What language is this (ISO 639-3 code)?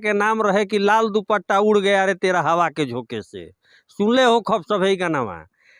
bho